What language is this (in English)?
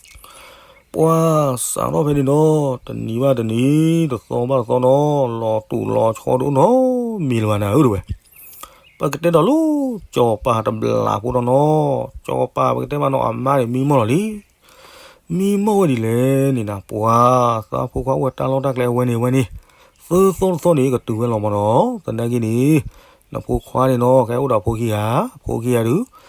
S'gaw Karen